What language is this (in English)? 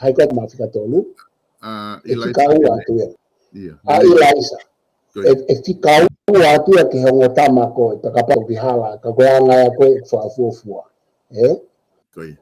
Tongan